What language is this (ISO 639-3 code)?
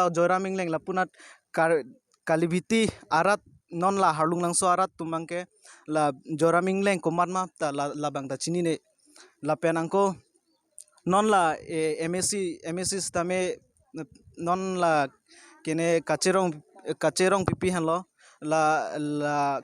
mjw